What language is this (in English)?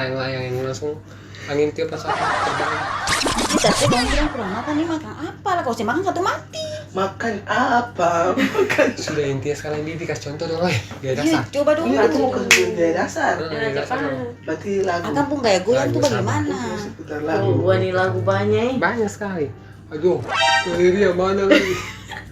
Ambonese Malay